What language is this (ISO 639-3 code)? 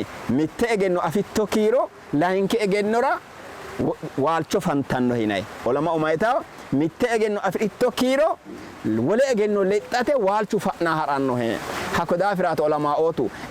sid